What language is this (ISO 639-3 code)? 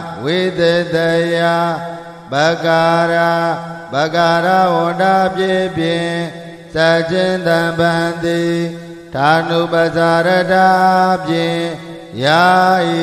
mya